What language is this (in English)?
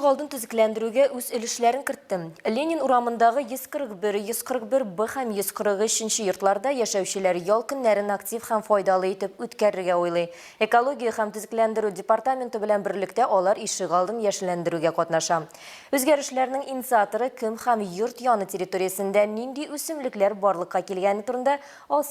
Tatar